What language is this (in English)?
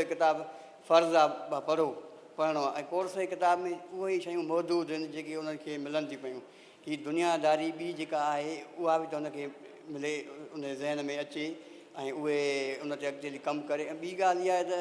Sindhi